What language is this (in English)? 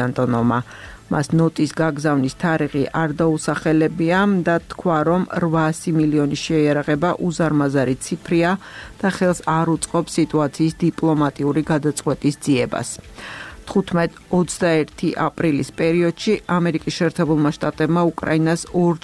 Georgian